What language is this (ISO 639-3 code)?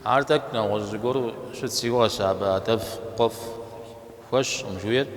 kbd